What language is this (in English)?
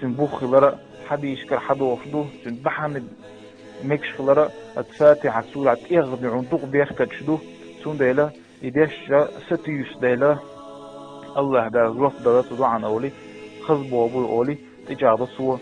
Chechen